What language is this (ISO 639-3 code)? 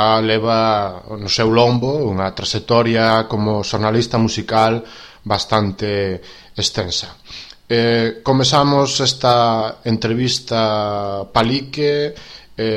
glg